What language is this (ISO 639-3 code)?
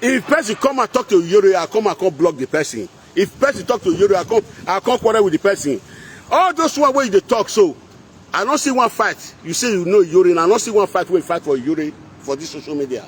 pcm